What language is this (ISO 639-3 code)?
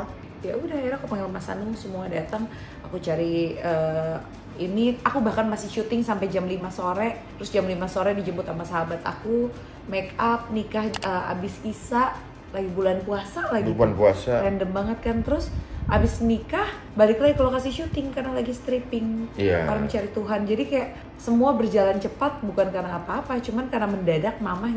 ind